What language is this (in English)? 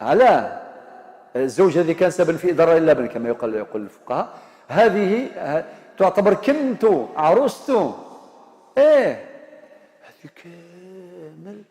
Algerian Arabic